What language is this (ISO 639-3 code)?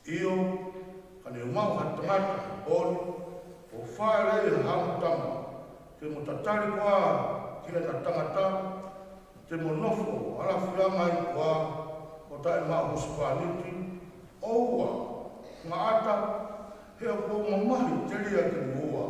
ton